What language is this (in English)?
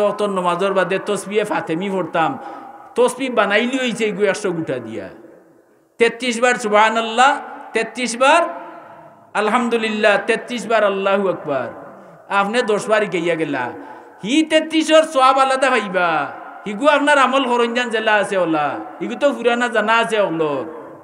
Sylheti